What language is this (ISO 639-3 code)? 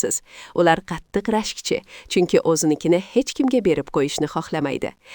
uzb